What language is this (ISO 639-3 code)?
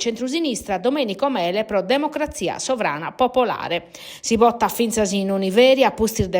srd